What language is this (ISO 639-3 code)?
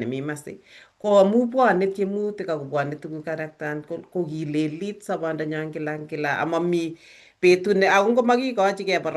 kln